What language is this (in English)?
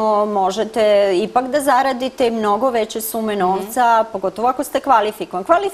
Serbian